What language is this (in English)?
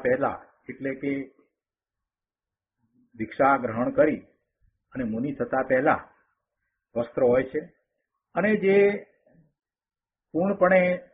Gujarati